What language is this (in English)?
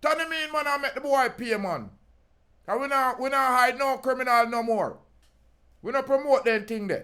Jamaican Creole English